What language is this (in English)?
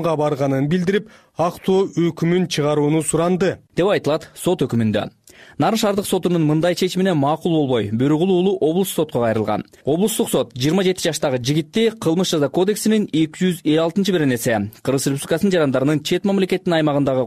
Kyrgyz